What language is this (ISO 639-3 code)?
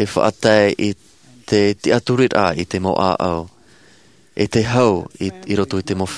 tah